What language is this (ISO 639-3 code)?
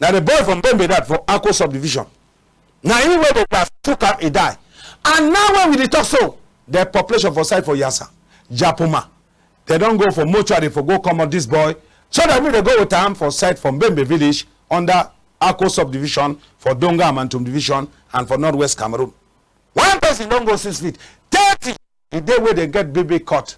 wes